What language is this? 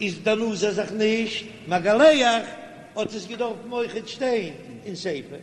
Yiddish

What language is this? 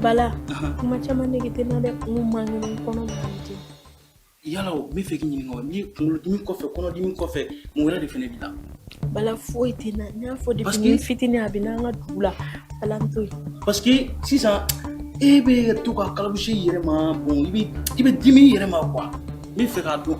Bambara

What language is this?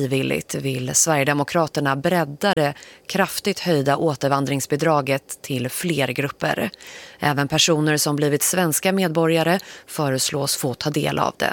Swedish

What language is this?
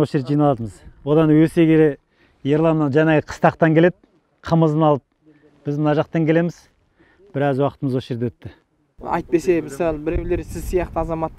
Kazakh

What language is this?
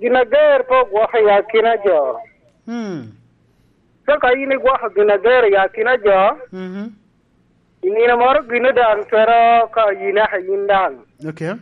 Lango (Uganda)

